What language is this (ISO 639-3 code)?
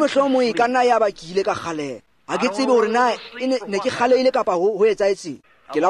tsn